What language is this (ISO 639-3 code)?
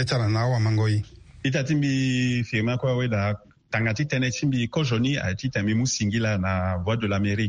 sag